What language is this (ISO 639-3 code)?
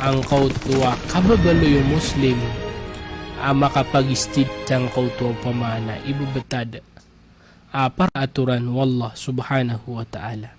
mrw